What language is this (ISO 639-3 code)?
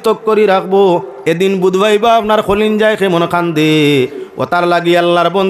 syl